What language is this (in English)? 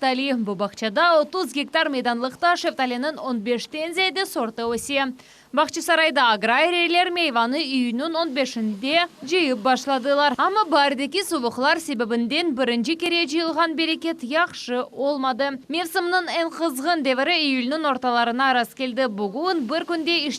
Crimean Tatar